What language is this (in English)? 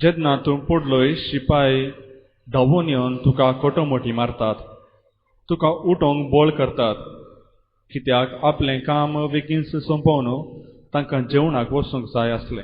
Konkani